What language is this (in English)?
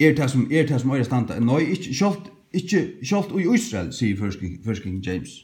Faroese